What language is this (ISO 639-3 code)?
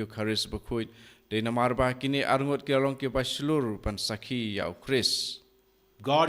kha